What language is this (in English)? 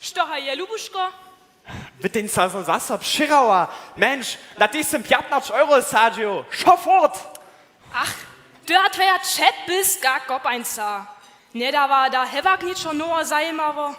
Upper Sorbian